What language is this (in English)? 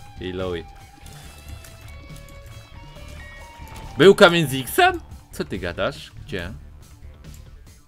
Polish